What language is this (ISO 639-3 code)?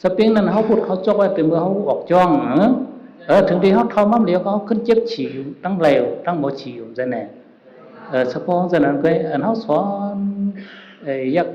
shn